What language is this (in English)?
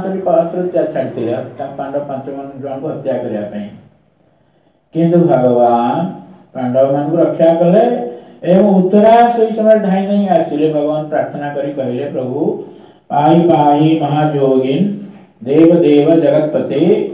Odia